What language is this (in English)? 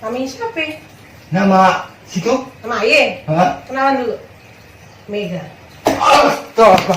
Betawi